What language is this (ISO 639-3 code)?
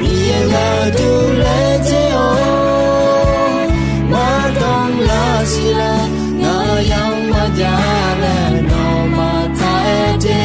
ahk